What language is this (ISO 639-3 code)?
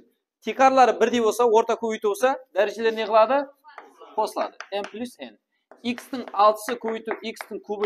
kaa